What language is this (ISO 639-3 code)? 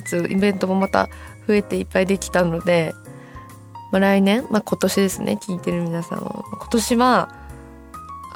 jpn